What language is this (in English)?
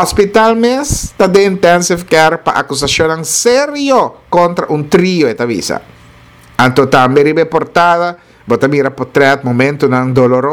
Papiamento